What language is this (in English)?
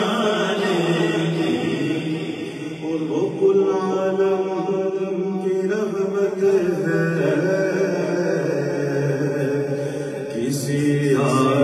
Urdu